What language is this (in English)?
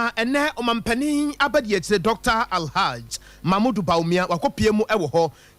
Akan